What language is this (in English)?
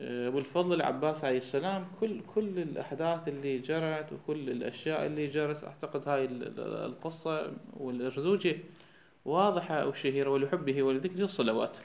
Mesopotamian Arabic